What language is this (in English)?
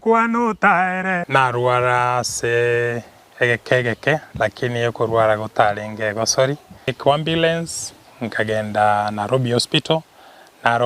Gusii